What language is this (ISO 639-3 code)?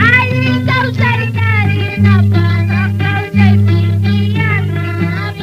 que